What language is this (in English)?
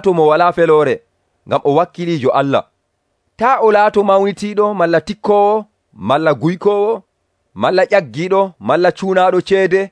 Nigerian Fulfulde